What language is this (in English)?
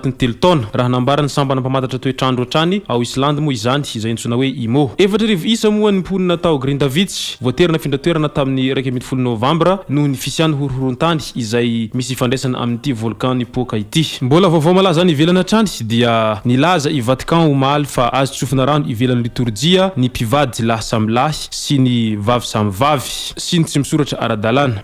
Malagasy